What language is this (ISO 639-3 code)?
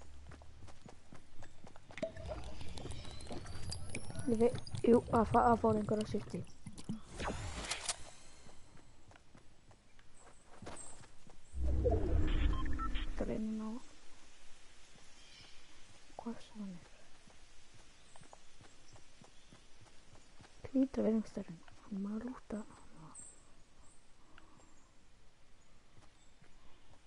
isl